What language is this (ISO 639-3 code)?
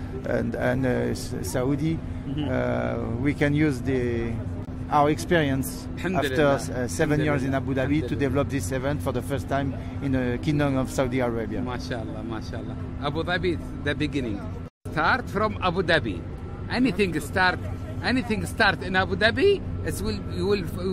afb